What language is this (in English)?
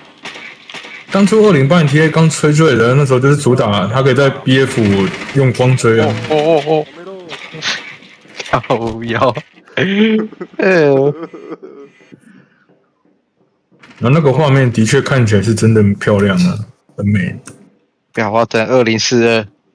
Chinese